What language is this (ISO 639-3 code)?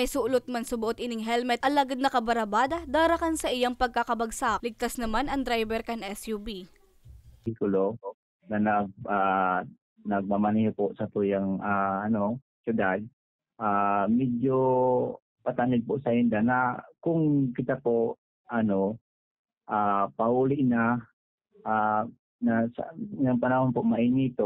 bik